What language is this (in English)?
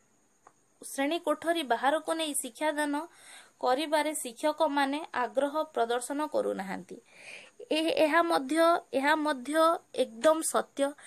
Odia